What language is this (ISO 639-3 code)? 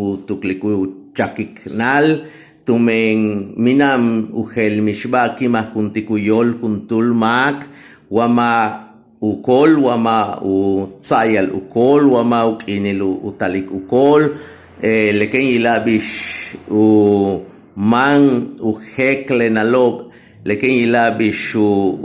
yua